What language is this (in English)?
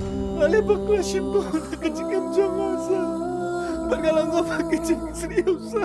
Khasi